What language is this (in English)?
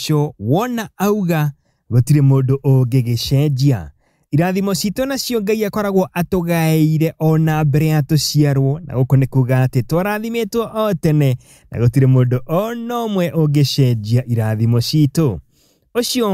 Kikuyu